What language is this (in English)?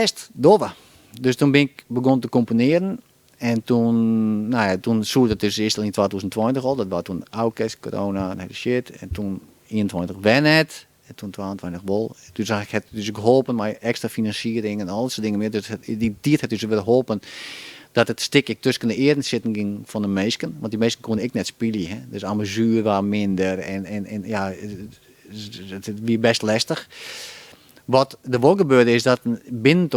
Western Frisian